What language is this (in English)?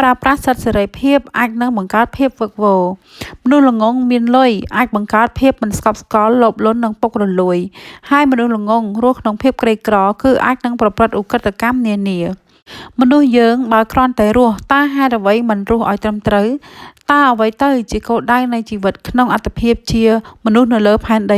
Khmer